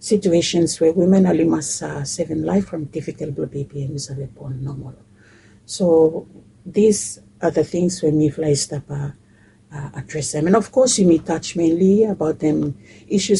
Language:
Bislama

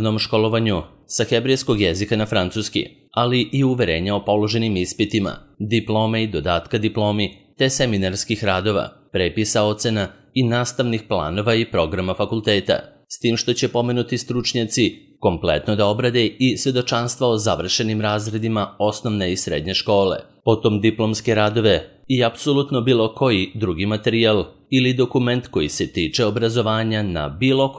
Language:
Serbian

